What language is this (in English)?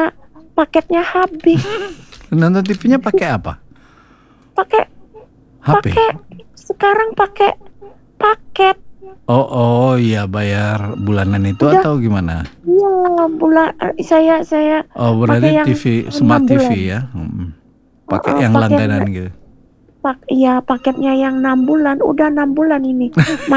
Indonesian